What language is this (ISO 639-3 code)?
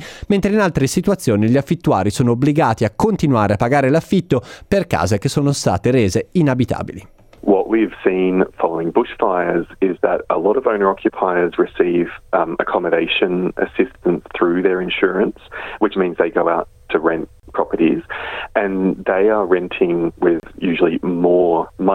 ita